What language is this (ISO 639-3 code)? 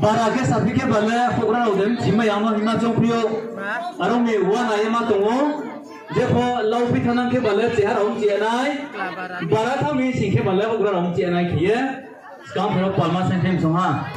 ria